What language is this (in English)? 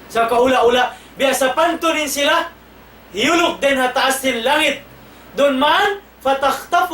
Tausug